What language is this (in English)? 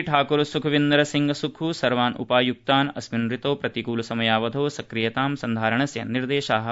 Sanskrit